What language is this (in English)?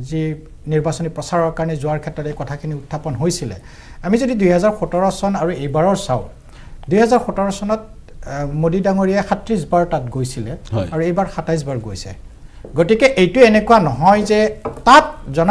Assamese